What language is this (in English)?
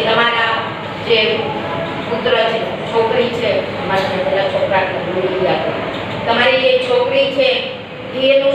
Gujarati